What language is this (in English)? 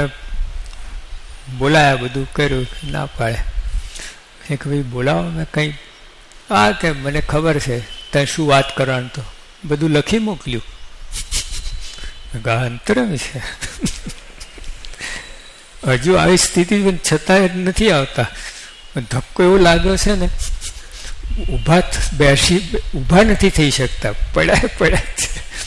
Gujarati